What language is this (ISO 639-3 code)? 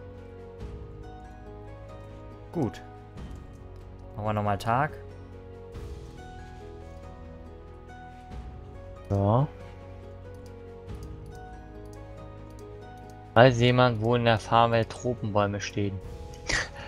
deu